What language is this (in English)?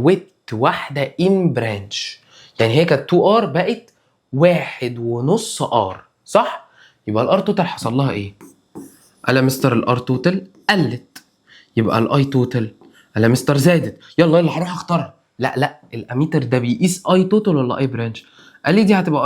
Egyptian Arabic